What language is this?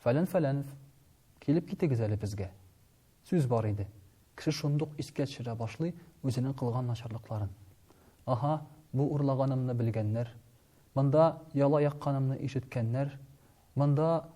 Tatar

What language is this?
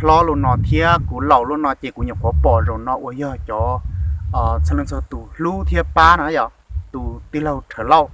Hmong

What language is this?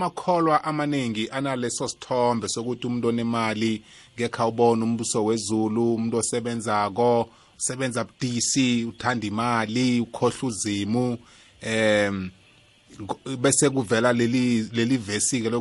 South Ndebele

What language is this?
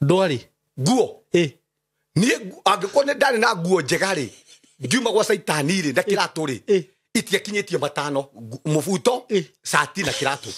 Kikuyu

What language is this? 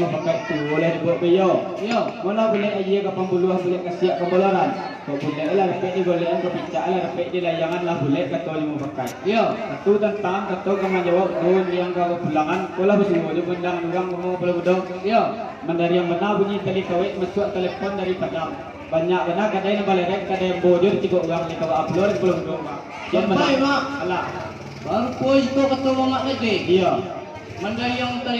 Minangkabau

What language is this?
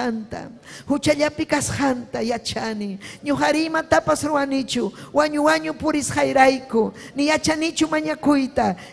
Ayacucho Quechua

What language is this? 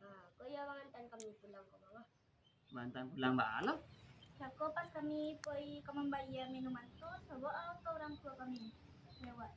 Minangkabau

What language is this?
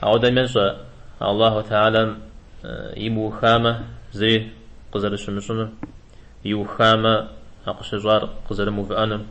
Kabardian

